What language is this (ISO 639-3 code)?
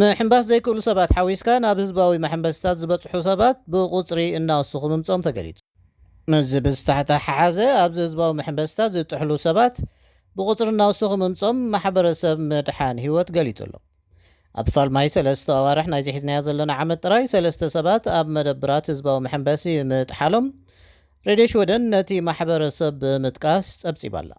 tir